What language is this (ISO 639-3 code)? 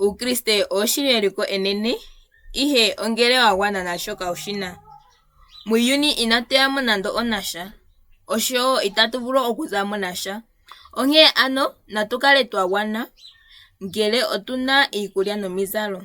ndo